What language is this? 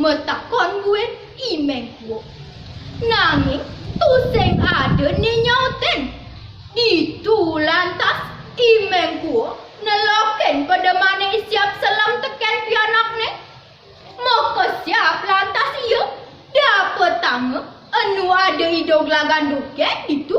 Balinese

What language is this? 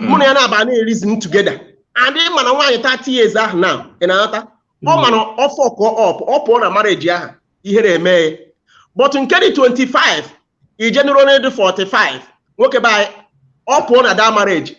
Igbo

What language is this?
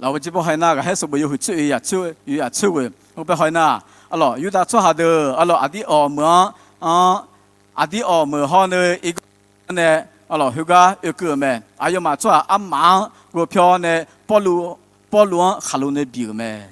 Akha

